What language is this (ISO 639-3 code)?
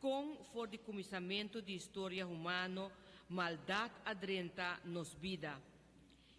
pap